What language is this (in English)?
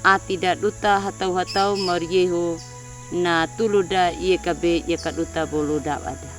Anakalangu